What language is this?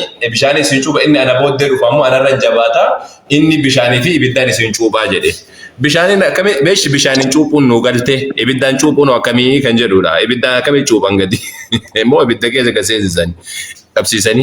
Oromo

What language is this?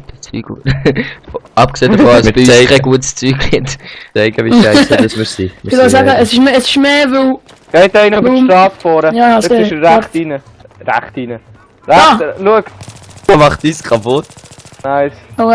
Swiss German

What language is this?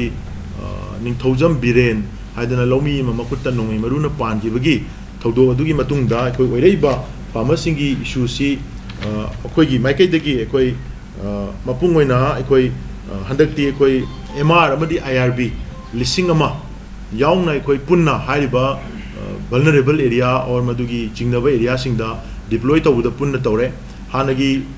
Manipuri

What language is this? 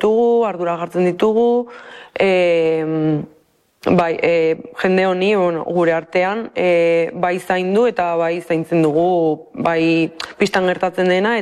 Basque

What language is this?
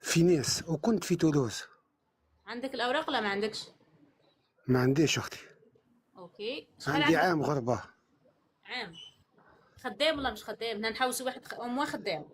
Algerian Arabic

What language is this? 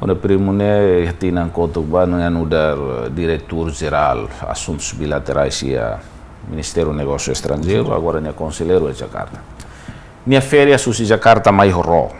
Tetum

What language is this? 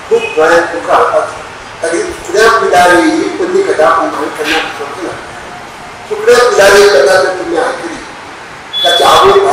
Konkani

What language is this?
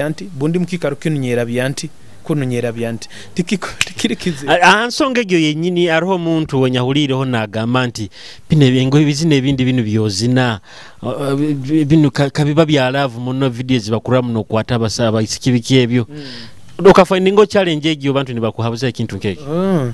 Nyoro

